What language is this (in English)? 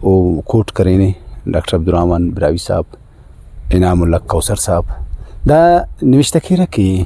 Brahui